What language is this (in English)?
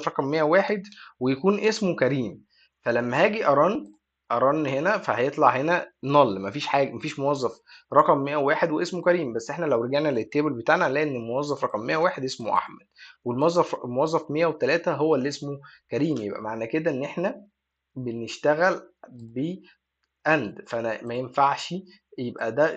Egyptian Arabic